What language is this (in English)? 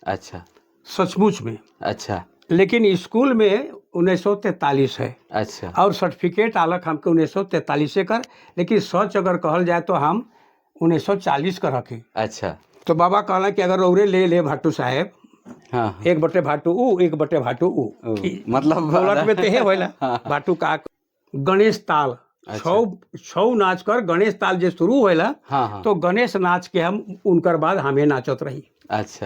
Sadri